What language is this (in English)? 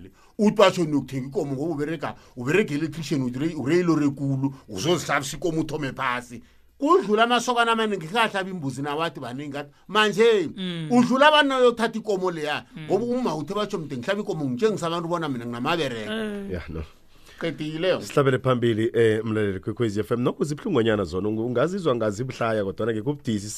South Ndebele